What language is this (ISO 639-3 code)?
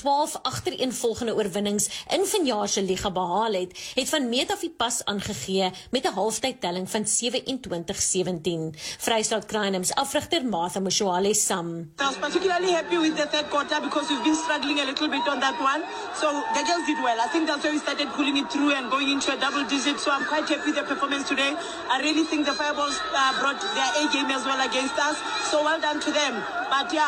afr